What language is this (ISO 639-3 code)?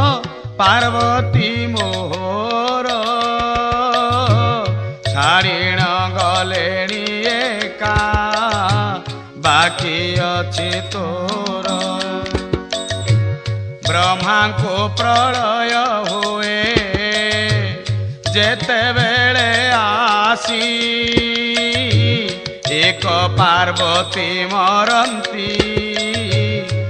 ori